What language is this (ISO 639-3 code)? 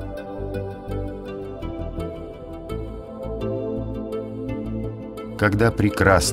rus